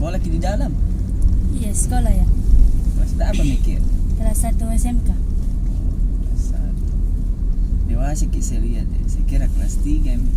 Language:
Makassar Malay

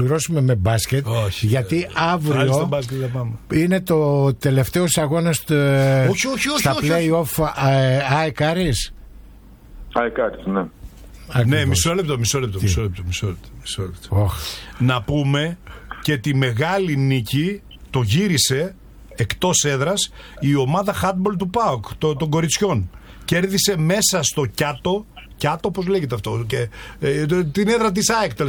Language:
Greek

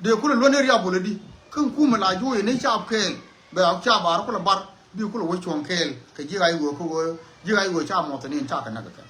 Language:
Nuer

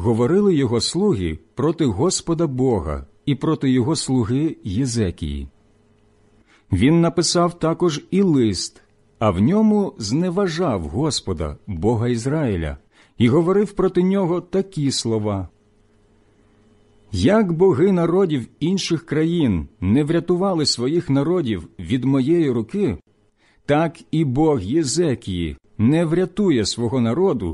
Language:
Ukrainian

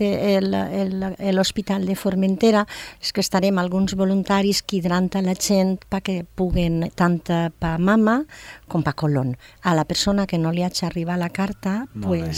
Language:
Catalan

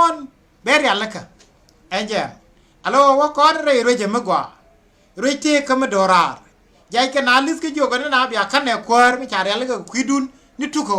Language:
Nuer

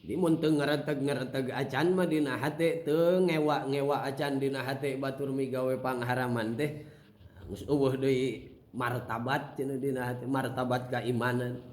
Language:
Sundanese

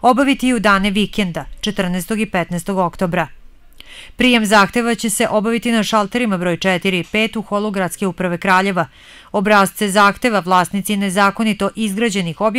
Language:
Serbian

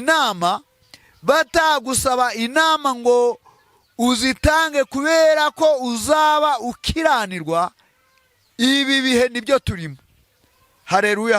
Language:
Kinyarwanda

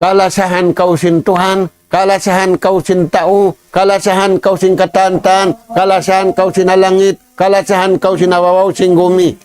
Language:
Tausug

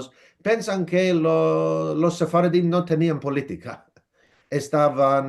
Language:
Ladino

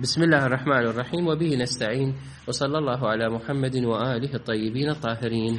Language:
Mesopotamian Arabic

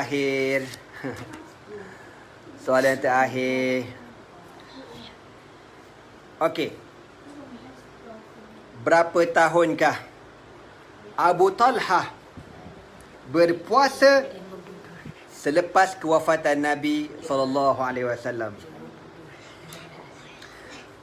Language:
Malay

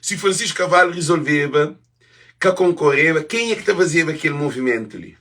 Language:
Kabuverdianu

